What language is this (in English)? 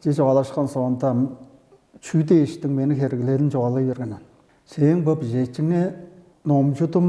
Tuvinian